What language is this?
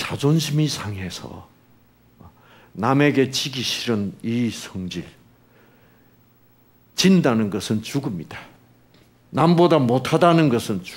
Korean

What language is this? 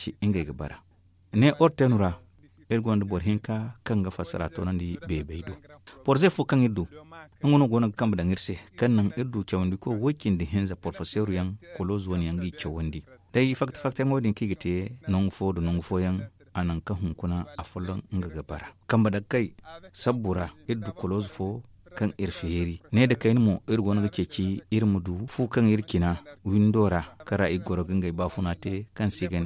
Zarma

